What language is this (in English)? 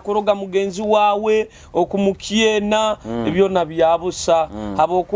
Nyoro